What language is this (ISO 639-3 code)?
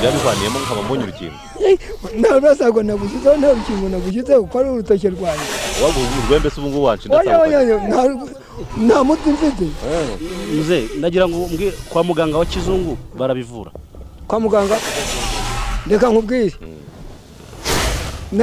kin